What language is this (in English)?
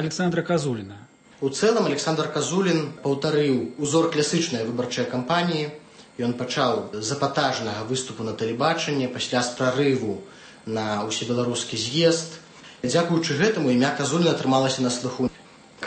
Belarusian